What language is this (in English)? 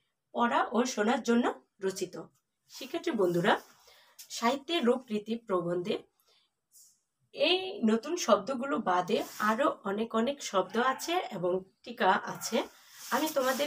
Bangla